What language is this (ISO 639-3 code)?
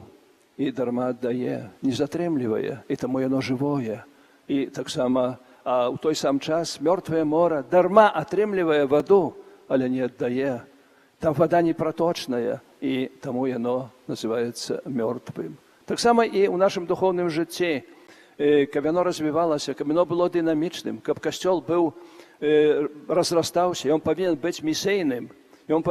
bel